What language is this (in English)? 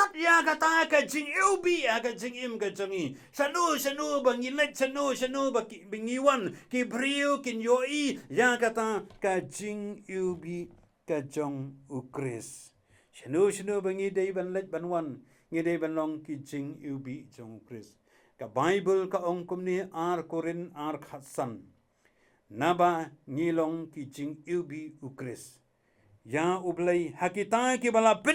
Khasi